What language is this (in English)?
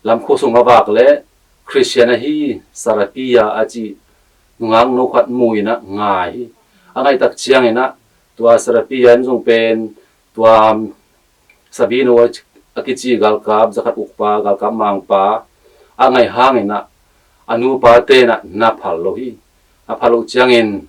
Tedim Chin